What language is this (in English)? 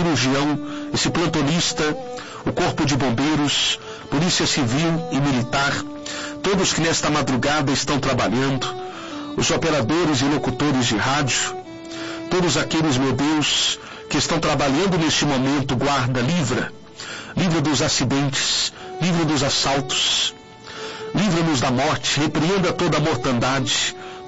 Portuguese